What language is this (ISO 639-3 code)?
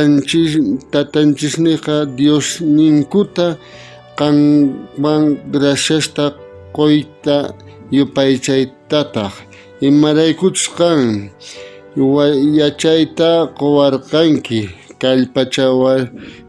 quh